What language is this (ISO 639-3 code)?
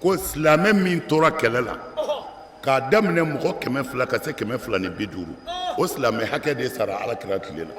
bam